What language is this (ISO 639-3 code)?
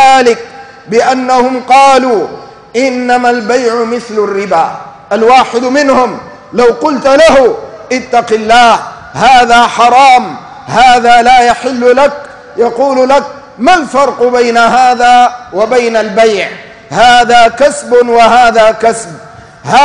ara